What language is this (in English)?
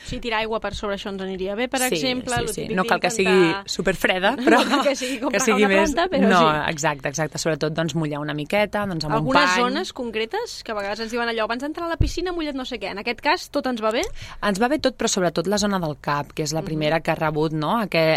Catalan